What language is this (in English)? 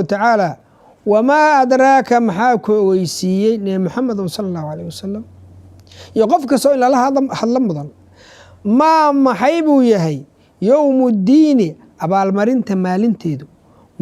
Somali